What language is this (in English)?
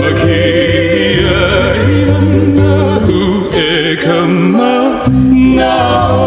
Hawaiian